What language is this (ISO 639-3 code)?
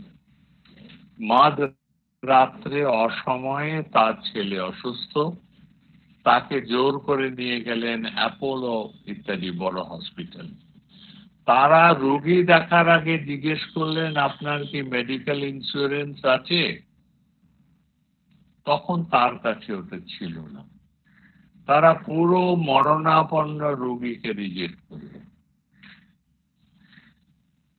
ben